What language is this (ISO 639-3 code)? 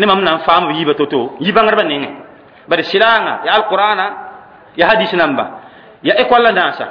mos